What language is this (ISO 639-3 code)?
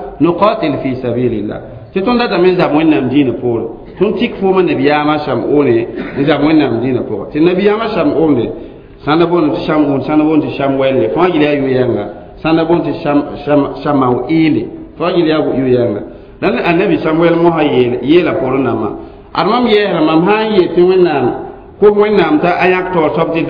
mos